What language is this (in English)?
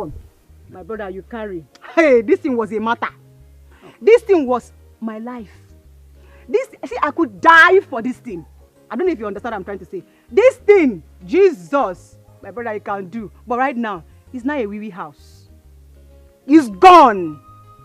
Nigerian Pidgin